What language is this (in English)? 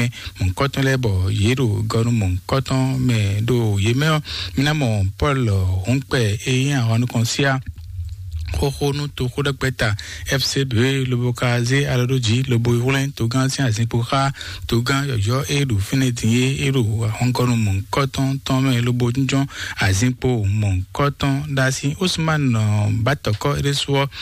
Fon